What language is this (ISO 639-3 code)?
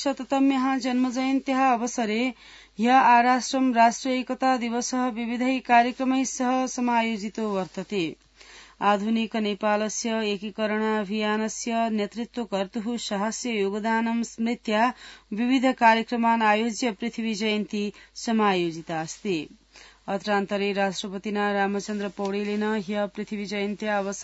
san